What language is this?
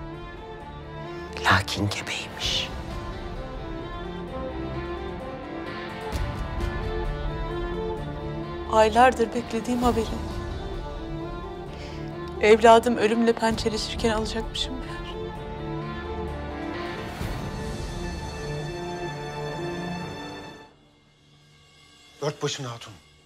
Turkish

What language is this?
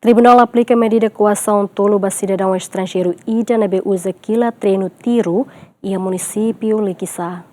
Tetum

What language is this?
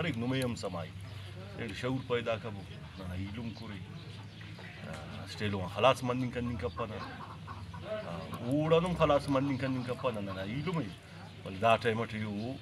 Brahui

